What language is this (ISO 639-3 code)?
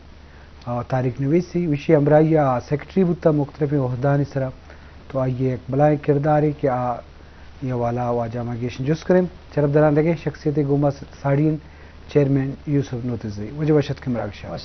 bgp